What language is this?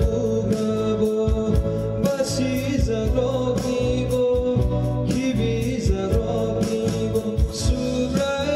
Kok Borok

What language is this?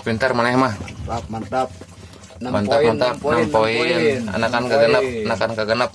Sundanese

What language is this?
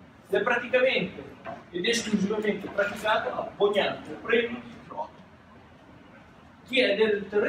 Italian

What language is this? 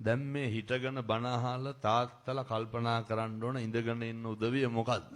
Sinhala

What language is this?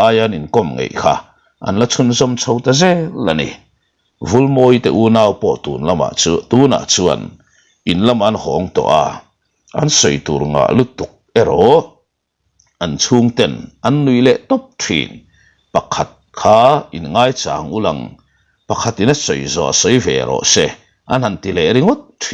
Mizo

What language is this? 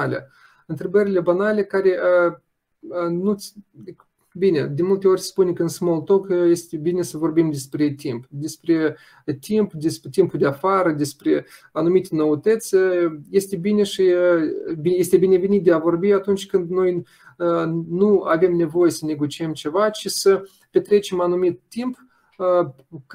Romanian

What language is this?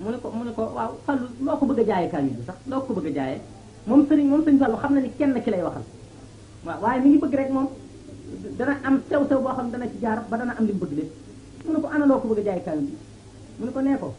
Wolof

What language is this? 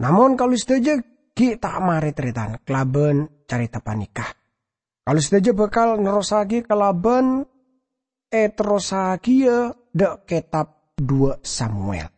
Madurese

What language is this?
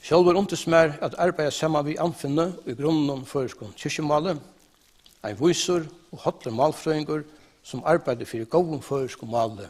Faroese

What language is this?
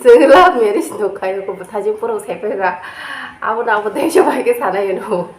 Kok Borok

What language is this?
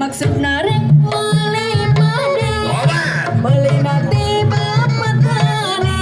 Sundanese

